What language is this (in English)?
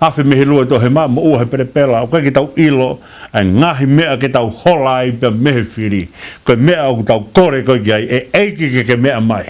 Tongan